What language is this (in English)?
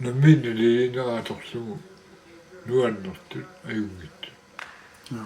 Kalaallisut